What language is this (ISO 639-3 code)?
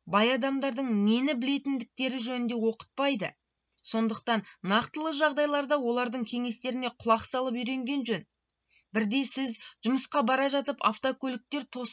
kaz